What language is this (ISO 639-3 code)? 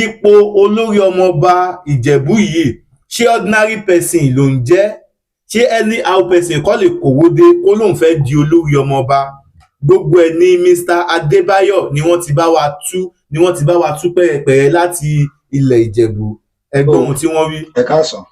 yor